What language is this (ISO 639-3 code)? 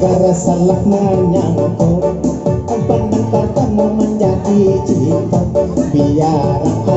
min